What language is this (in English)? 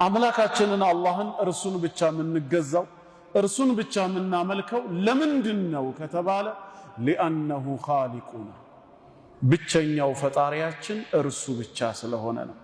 Amharic